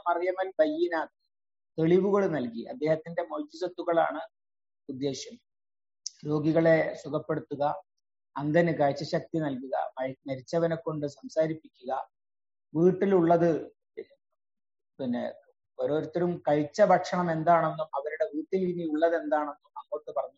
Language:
Malayalam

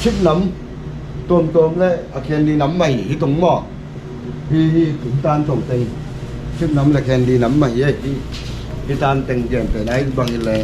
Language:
Tedim Chin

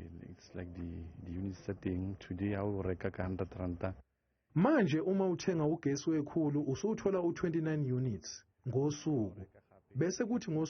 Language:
Zulu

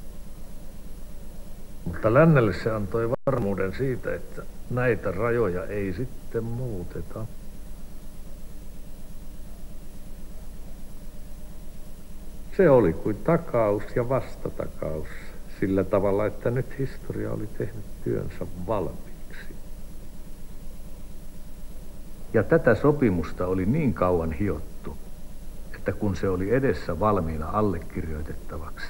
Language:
Finnish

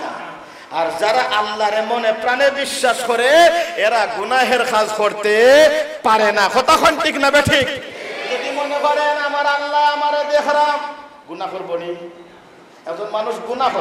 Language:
Sylheti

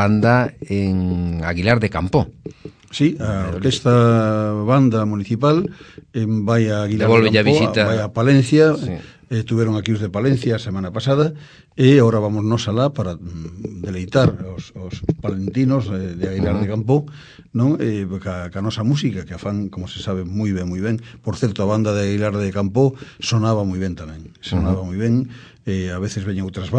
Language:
Galician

